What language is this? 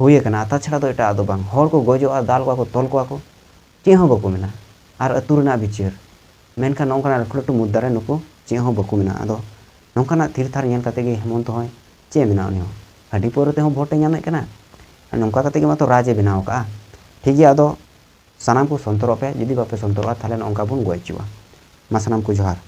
Santali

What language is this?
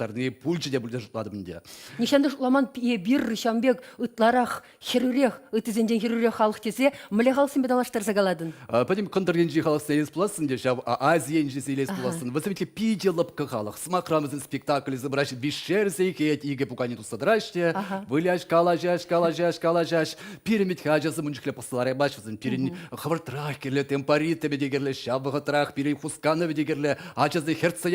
Chuvash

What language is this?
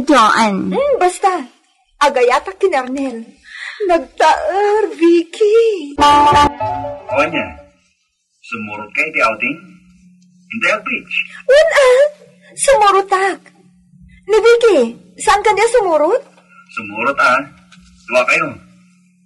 Iloko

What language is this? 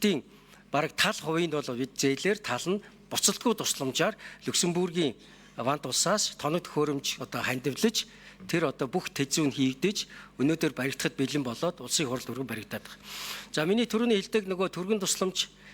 Mongolian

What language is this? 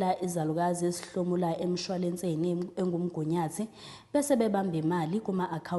Zulu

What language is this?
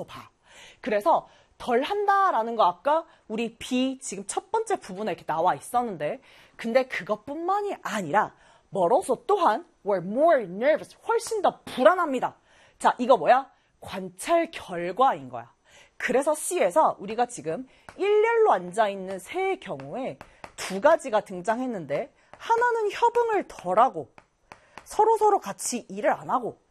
Korean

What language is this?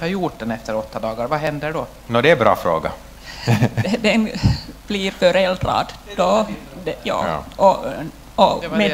Swedish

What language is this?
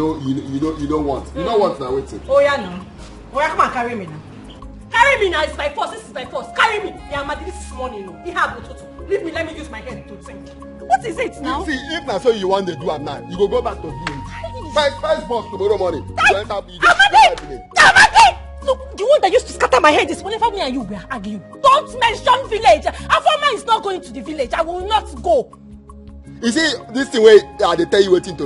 Nigerian Pidgin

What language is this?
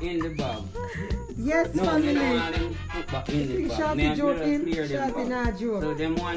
Jamaican Creole English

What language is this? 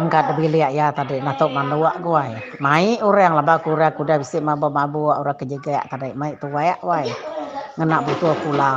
Iban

